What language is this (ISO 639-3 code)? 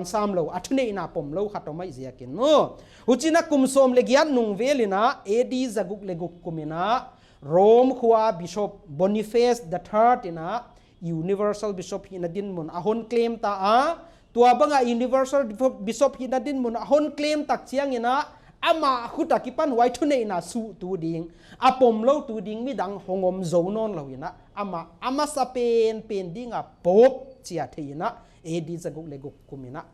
pck